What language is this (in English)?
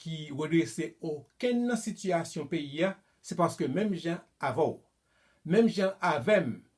Haitian Creole